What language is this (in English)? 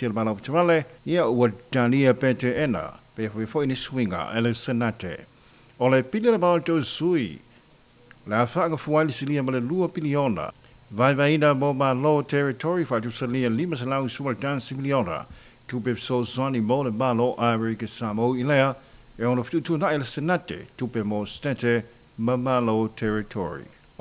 Samoan